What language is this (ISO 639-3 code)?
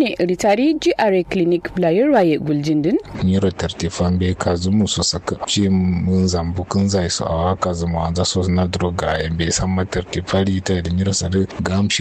kau